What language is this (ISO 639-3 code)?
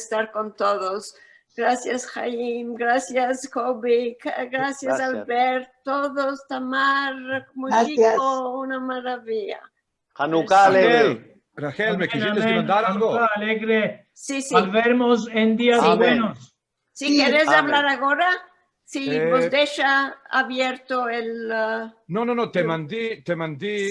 lad